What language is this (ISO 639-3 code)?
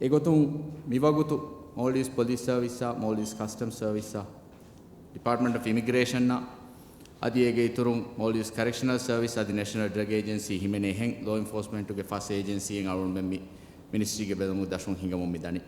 div